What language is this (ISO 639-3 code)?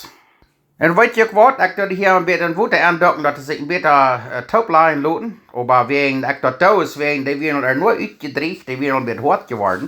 pdt